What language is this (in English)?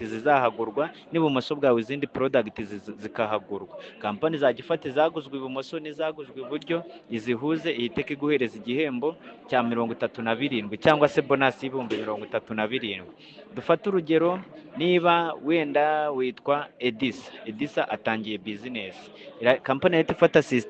Kinyarwanda